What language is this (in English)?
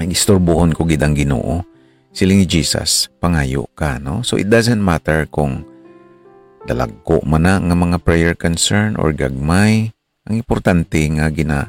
Hiligaynon